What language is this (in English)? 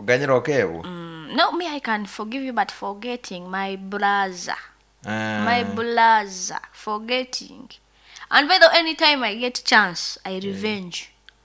Nyankole